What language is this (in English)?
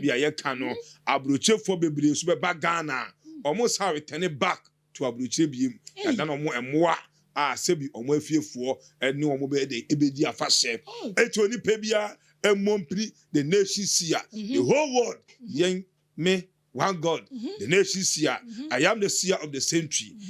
Akan